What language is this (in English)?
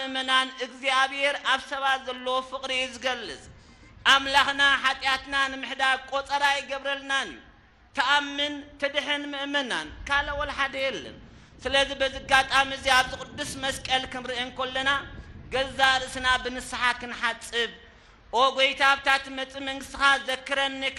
Tigrinya